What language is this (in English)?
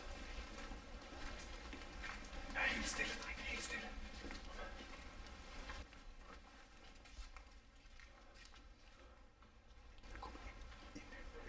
Danish